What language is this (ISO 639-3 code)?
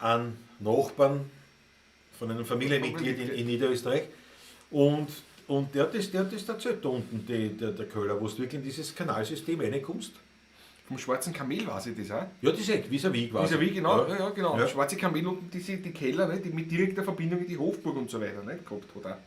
bar